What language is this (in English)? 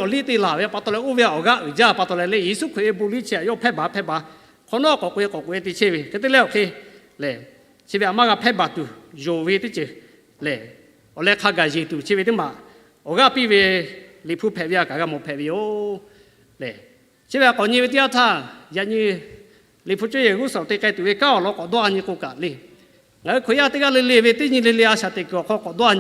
Lahu